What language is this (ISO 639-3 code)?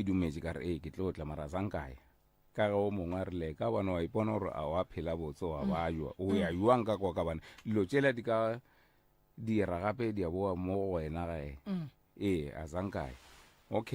nso